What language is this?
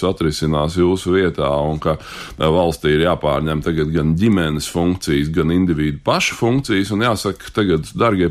Latvian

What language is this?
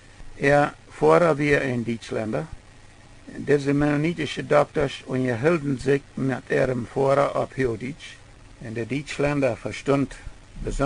Plautdietsch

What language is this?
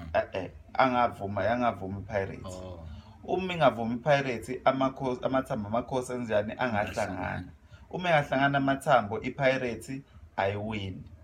Zulu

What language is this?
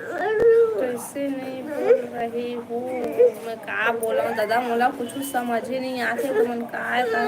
Chhattisgarhi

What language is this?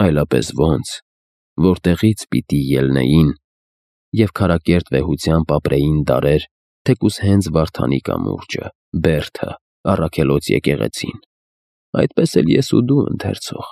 Armenian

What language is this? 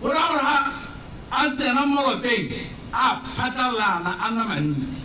Tswana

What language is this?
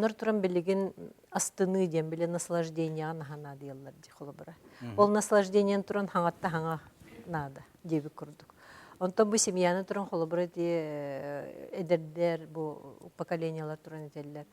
Yakut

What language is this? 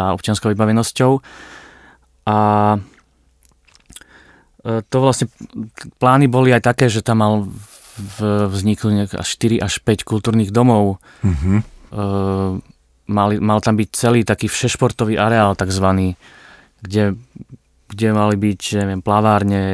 Slovak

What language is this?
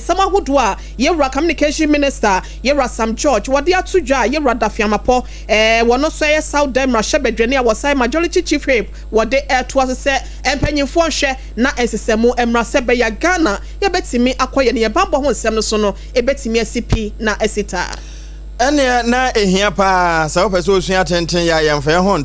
Akan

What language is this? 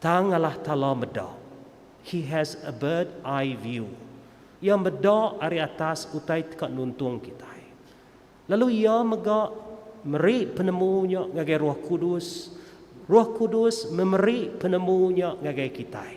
Iban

